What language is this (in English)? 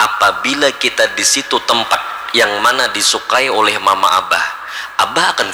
Banjar